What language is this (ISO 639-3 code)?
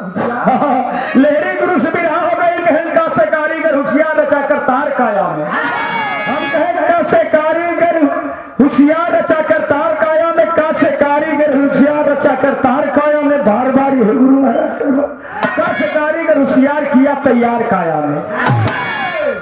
bho